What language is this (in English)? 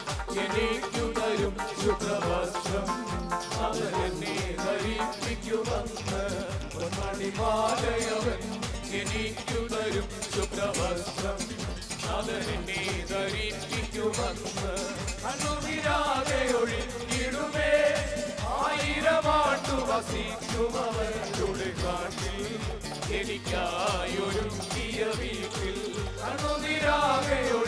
Malayalam